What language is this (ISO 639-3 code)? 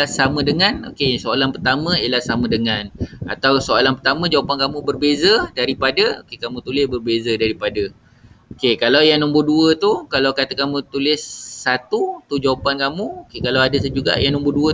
msa